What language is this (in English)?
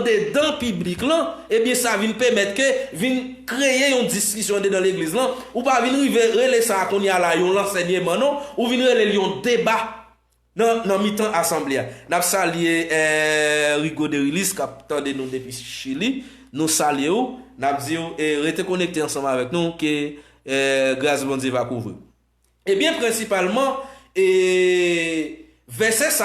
Haitian Creole